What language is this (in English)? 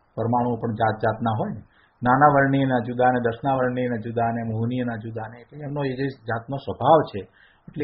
Gujarati